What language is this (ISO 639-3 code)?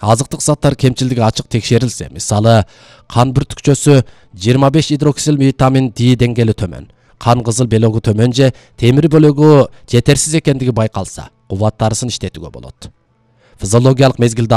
kir